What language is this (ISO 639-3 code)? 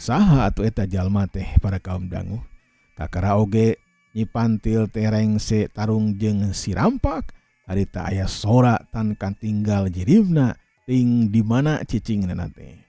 sun